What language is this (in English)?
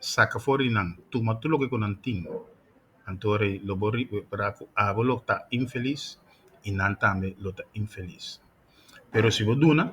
Papiamento